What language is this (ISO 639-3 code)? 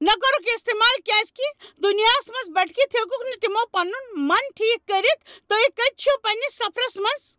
kas